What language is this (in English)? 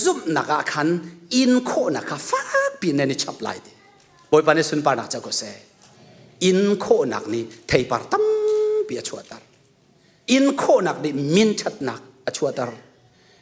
Hakha Chin